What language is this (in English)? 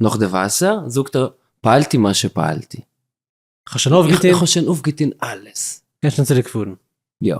Yiddish